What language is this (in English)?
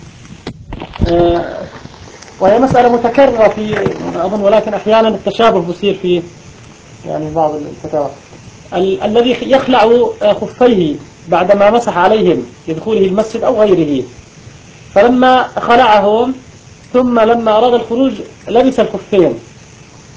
Arabic